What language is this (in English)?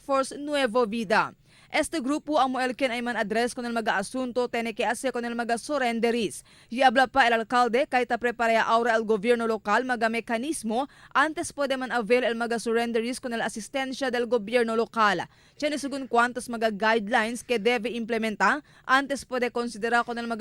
Chavacano